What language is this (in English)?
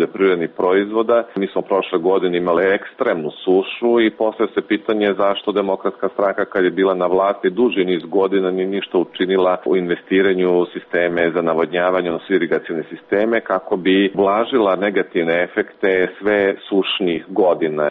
Serbian